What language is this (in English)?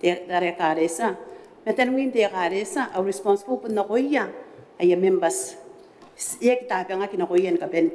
Gilbertese